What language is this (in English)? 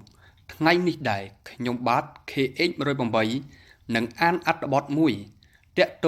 Khmer